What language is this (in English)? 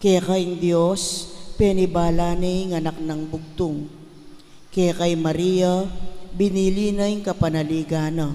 Pampanga